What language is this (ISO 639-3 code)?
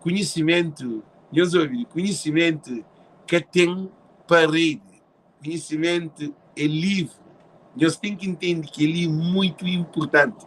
kea